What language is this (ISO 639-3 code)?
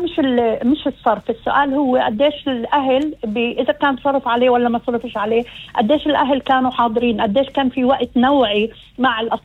apc